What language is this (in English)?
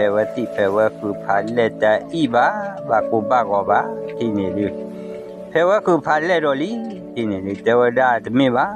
S'gaw Karen